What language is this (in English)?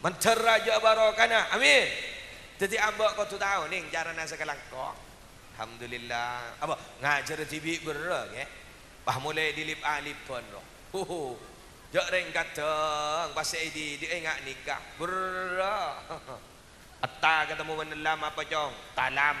Madurese